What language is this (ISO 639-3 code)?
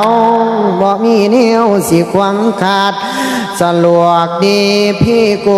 tts